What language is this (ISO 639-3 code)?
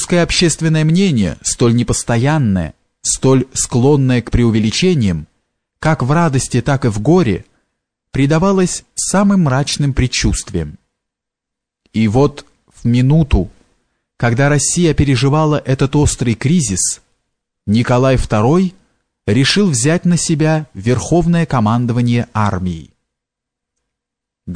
rus